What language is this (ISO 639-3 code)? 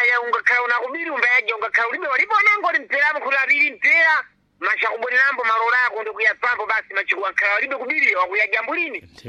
seh